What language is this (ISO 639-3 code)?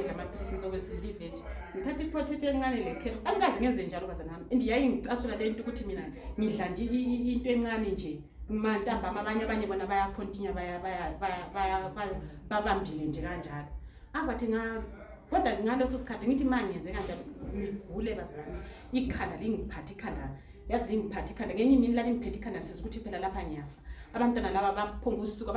zul